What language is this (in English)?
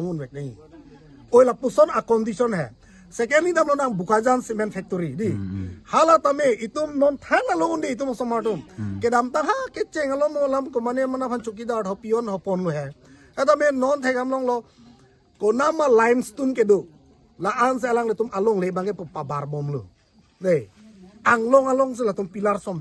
Karbi